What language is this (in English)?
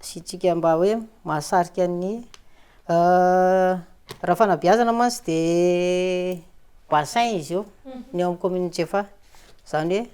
Malagasy